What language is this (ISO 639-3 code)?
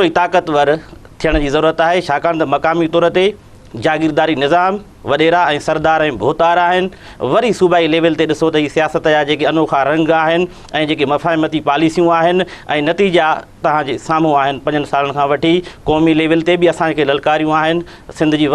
snd